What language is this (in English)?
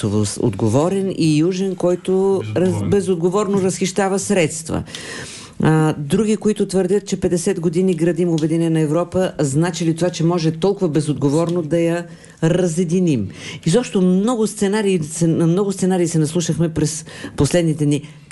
Bulgarian